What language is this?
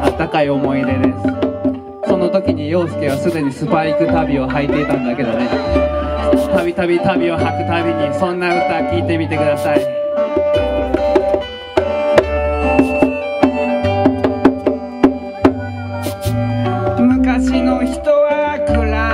Japanese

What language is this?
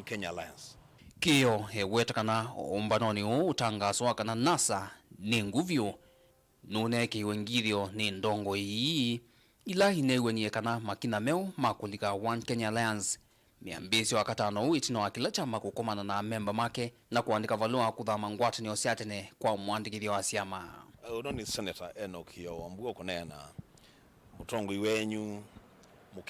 Kamba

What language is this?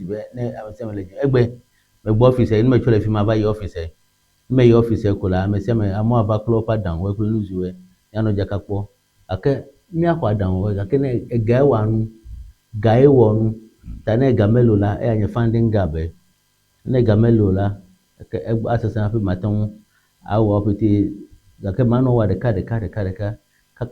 Ewe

